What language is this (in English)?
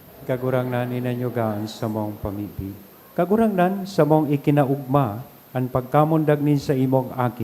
Bikol